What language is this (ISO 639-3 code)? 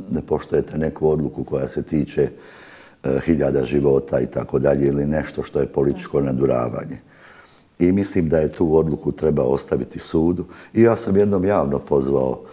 bos